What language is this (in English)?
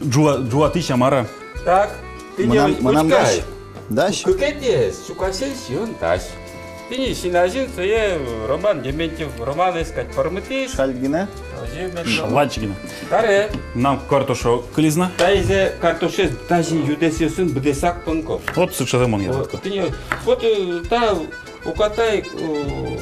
Udmurt